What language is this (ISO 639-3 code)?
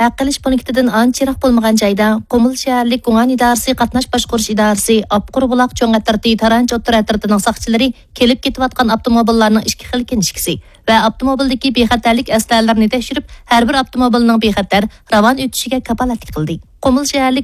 uig